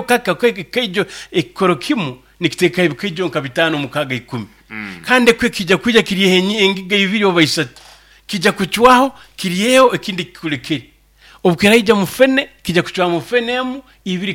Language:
Nyoro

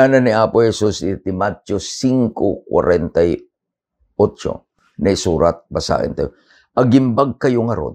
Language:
Iloko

